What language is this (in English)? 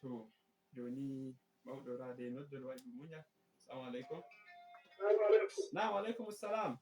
Fula